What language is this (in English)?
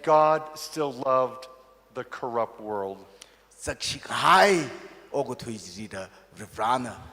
Tangkhul Naga (India)